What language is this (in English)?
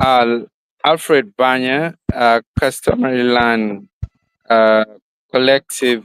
Acoli